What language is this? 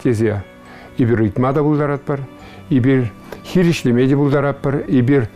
Chuvash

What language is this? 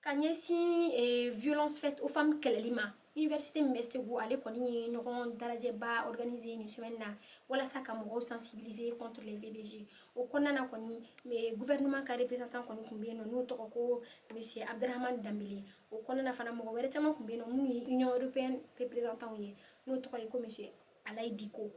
Bambara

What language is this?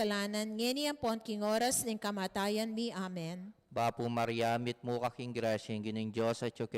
Pampanga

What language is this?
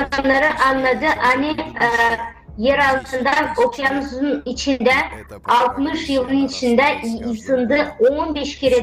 Gagauz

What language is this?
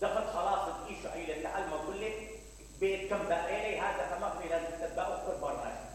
Mesopotamian Arabic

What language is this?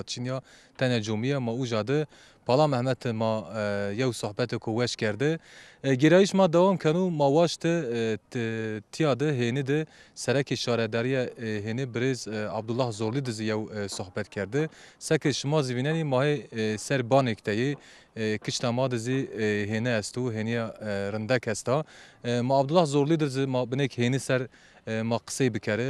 Zaza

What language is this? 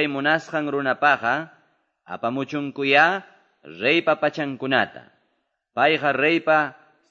Quechua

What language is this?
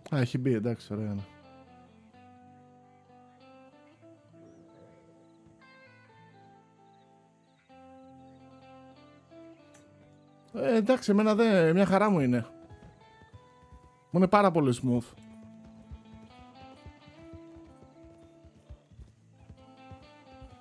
Greek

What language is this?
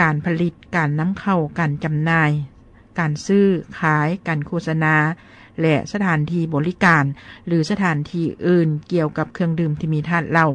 Lao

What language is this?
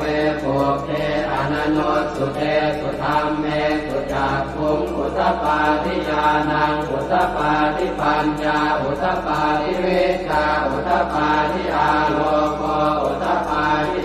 Pali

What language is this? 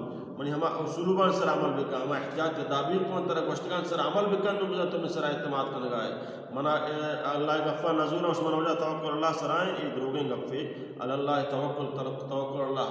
Baluchi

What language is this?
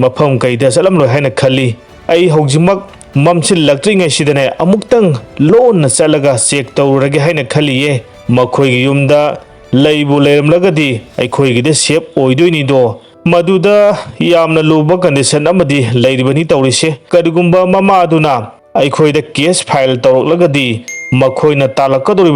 Manipuri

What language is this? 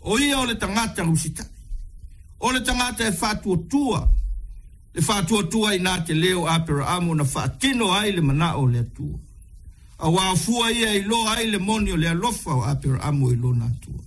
Samoan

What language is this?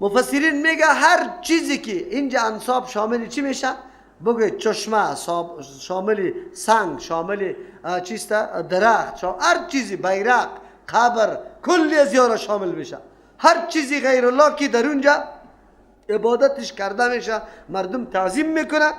Persian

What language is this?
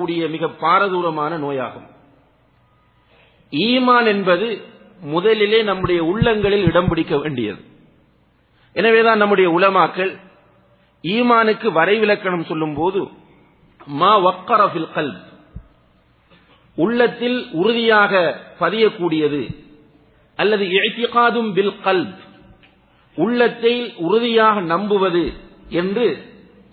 Tamil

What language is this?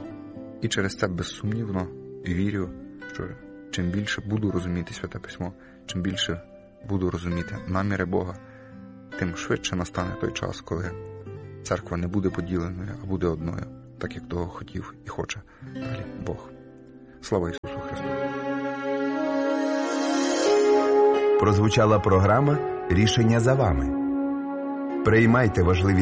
Ukrainian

